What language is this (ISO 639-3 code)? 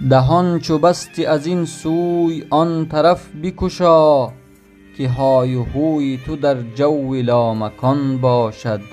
tgk